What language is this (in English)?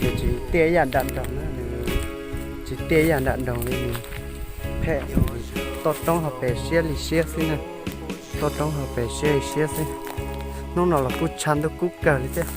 Hmong